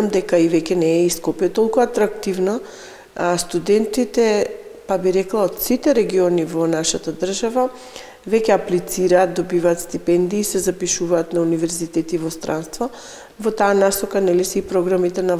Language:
Macedonian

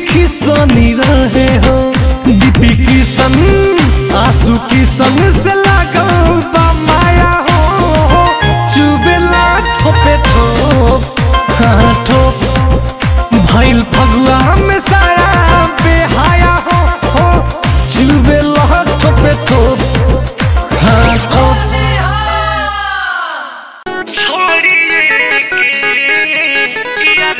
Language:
Bhojpuri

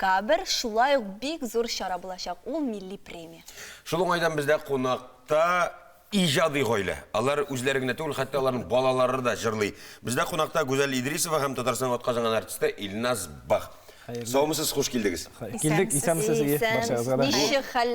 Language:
Tatar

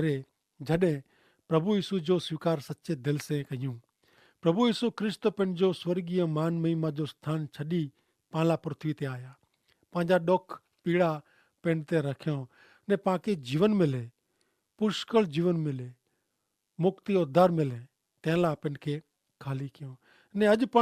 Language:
Kachhi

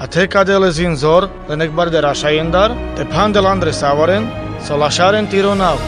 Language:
Carpathian Romani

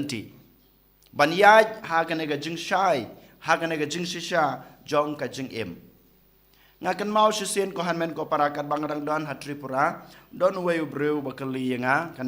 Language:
Khasi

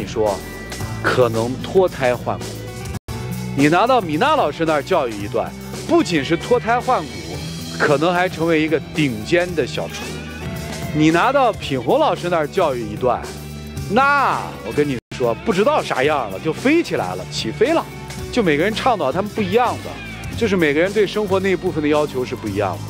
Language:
Chinese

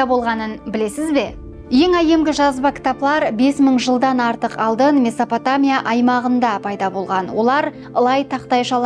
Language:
Kara-Kalpak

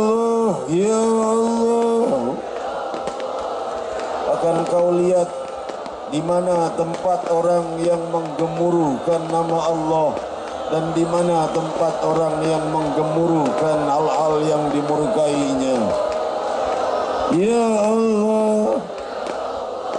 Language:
Malay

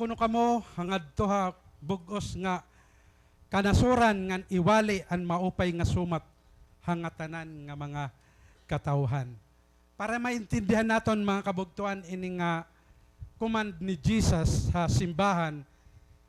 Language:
Waray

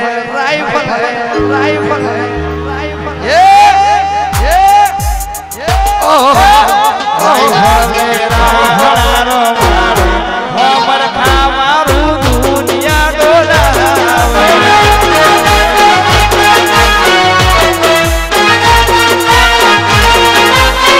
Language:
Gujarati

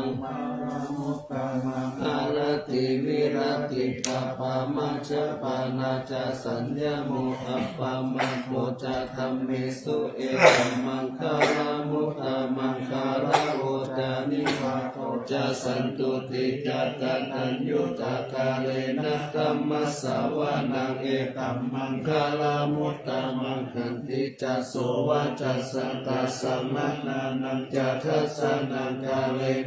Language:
Pali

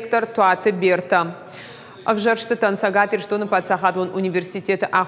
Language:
Ossetic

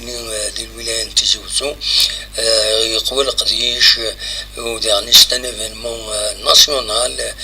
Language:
Kabyle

